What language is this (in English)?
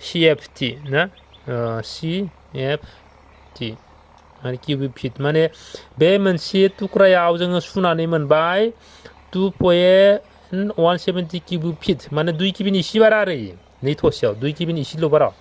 Bodo